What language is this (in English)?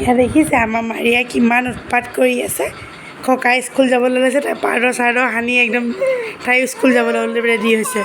Assamese